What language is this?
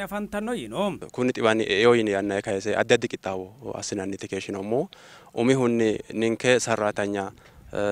Sidamo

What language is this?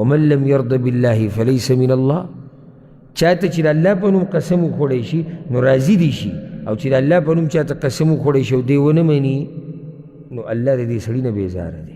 Pashto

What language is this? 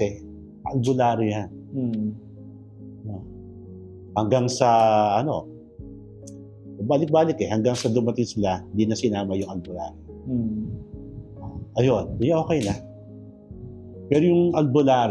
Filipino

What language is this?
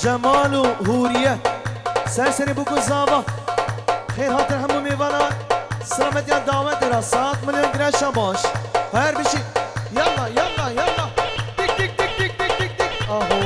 Kurdish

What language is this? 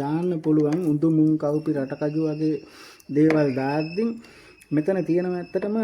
Sinhala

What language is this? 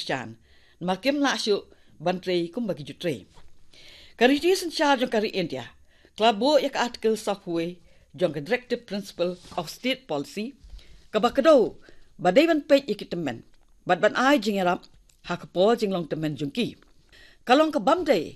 Khasi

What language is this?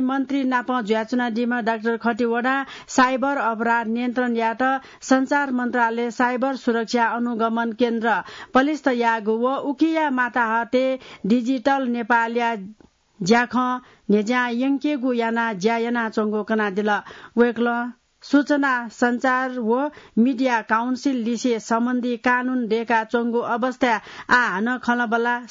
Newari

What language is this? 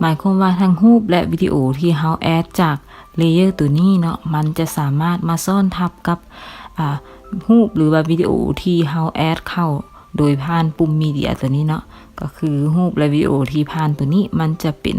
Lao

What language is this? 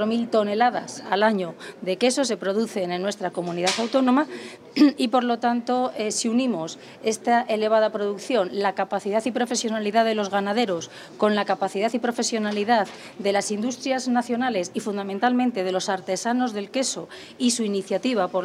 Spanish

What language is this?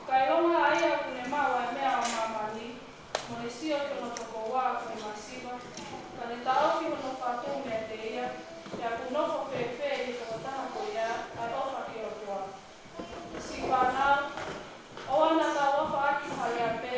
Tongan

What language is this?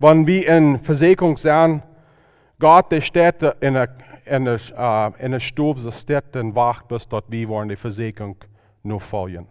Plautdietsch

